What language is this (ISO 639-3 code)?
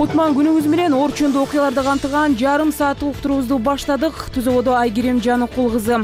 kir